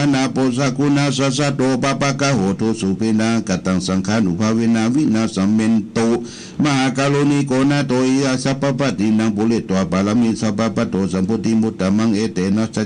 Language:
Pali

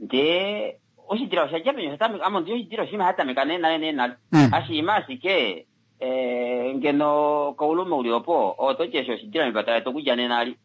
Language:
Kuanyama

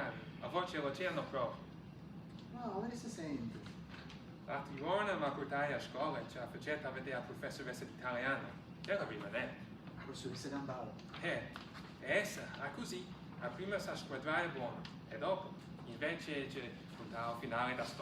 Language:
Neapolitan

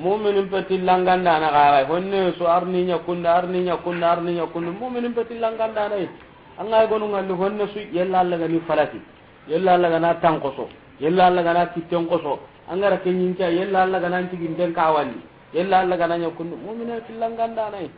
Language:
Soninke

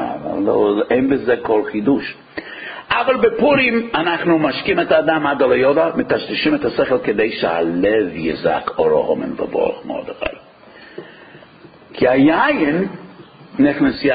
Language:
Hebrew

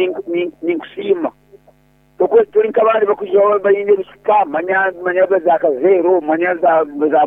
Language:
Nyoro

